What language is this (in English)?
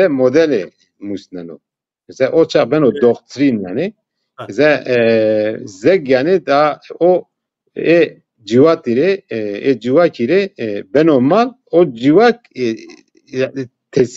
Zaza